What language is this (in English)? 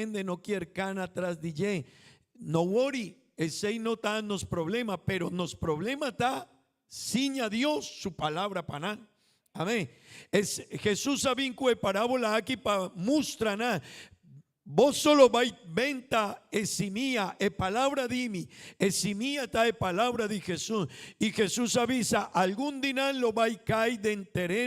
Papiamento